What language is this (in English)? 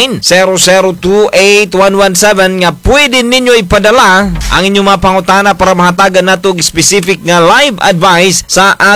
Cebuano